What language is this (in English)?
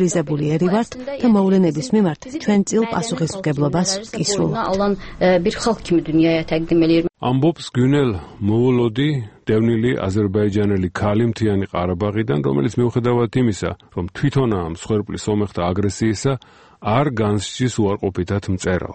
Georgian